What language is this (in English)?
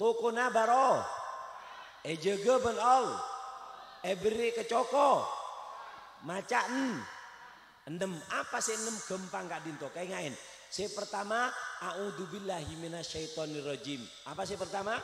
Madurese